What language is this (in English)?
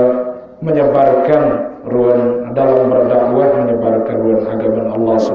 Sasak